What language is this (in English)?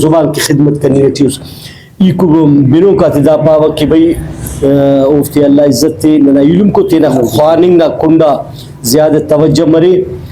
Brahui